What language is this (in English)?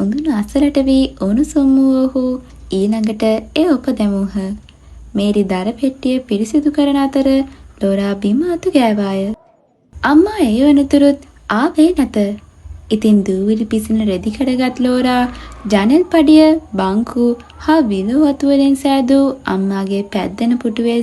Sinhala